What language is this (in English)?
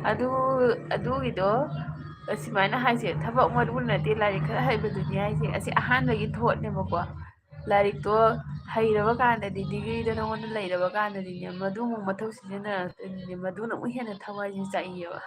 Manipuri